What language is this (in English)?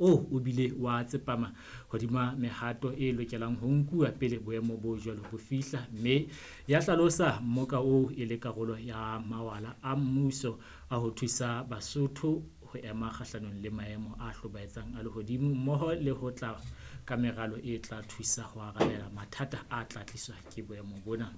Southern Sotho